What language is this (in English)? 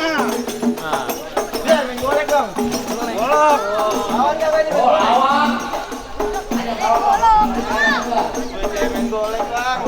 Betawi